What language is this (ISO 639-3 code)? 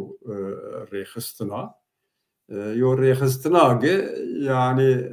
zza